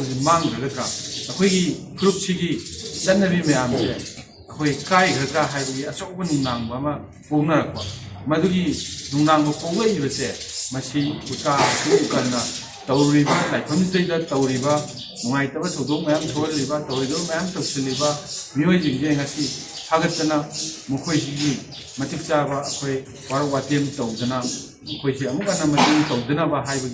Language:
Manipuri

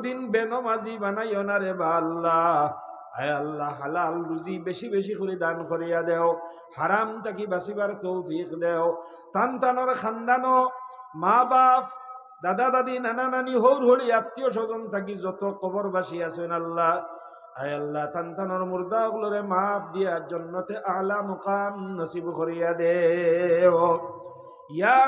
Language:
Sylheti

